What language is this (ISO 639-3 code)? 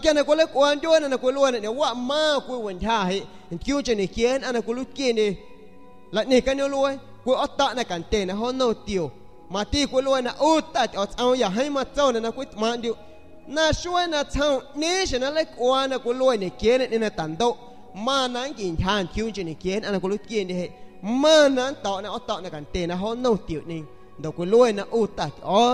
azg